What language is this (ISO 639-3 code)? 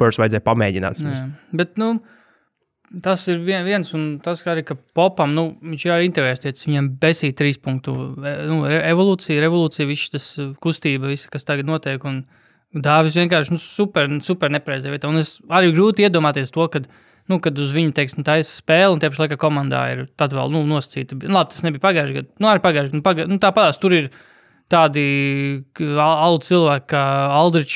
lav